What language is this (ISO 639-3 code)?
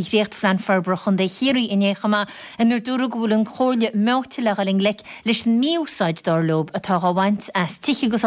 gle